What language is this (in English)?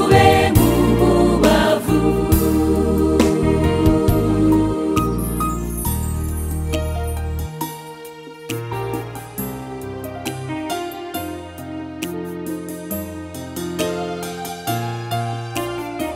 Kinyarwanda